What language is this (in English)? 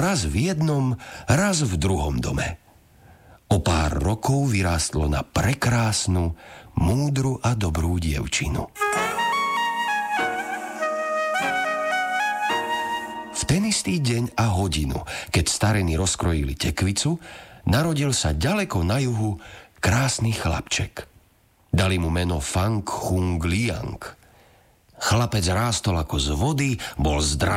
Slovak